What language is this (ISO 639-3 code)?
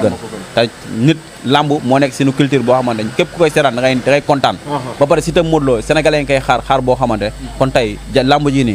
wol